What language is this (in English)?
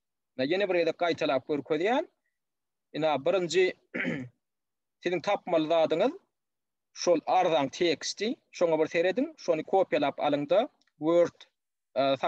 Turkmen